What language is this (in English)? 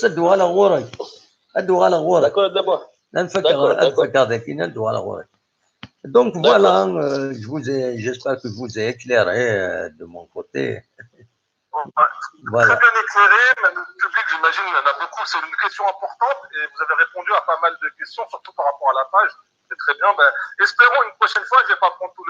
Kabyle